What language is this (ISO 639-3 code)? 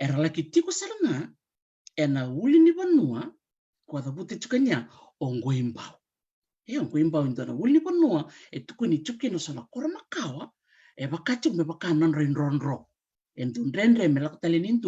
fij